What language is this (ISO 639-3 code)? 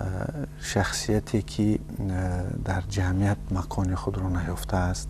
tgk